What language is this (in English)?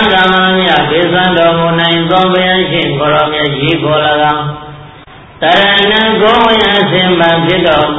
Burmese